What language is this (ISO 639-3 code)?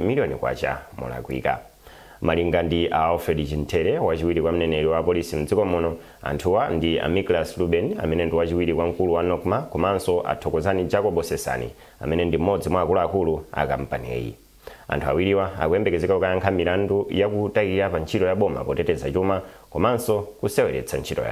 nya